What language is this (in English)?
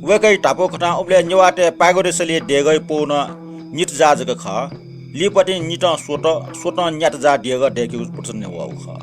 Newari